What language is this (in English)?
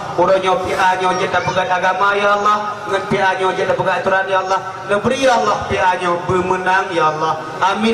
Achinese